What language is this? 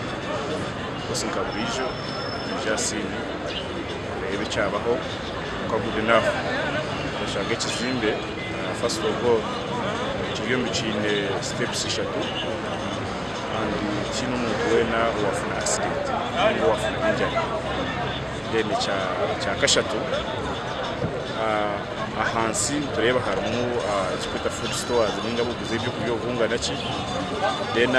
Kinyarwanda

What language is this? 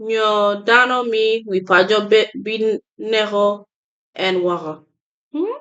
Acoli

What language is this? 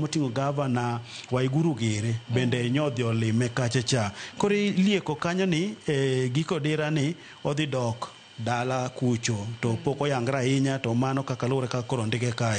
Luo (Kenya and Tanzania)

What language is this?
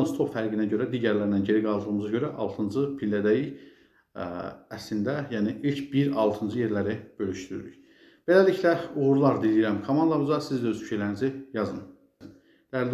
Azerbaijani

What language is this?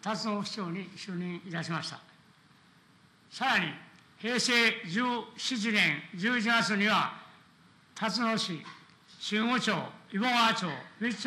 Japanese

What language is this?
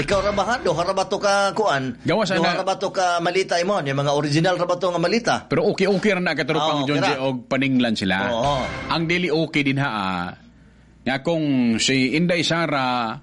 Cebuano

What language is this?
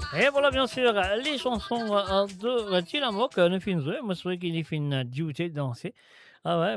Morisyen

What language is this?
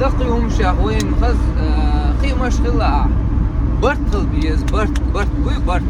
Chechen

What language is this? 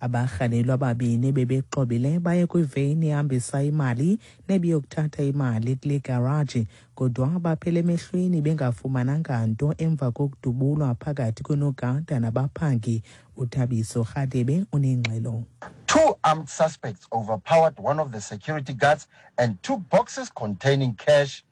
Xhosa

